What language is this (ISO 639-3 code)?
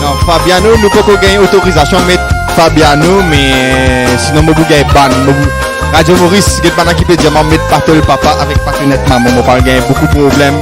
mfe